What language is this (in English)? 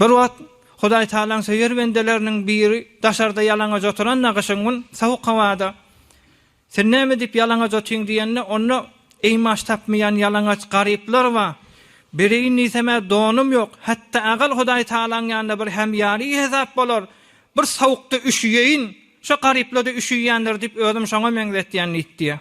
Turkmen